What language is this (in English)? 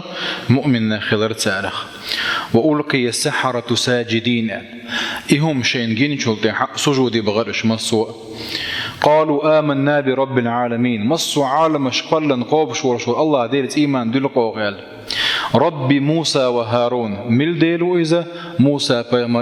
Chechen